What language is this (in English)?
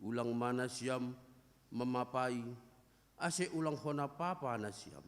Batak Simalungun